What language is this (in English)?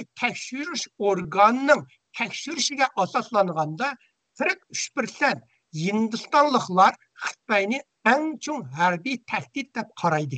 Uyghur